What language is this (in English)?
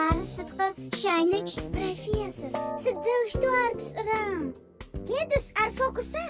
Adyghe